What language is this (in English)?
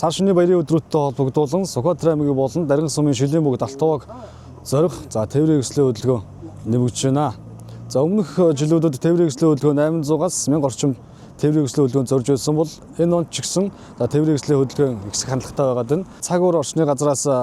Mongolian